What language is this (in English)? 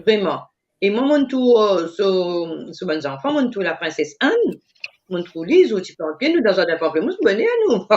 Morisyen